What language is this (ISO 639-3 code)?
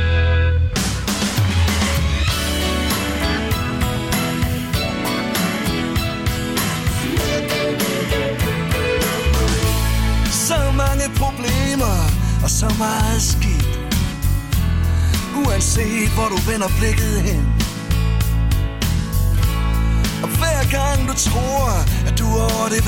dan